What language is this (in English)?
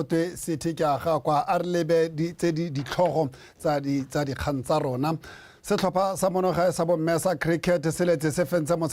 Tswana